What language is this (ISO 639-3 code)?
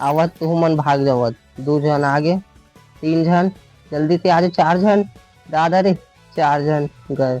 hne